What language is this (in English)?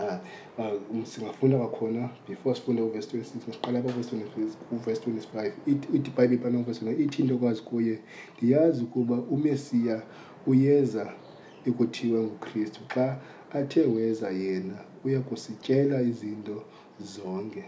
Xhosa